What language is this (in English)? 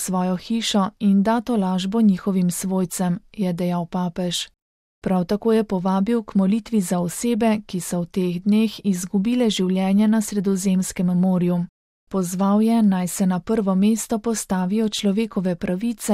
Slovenian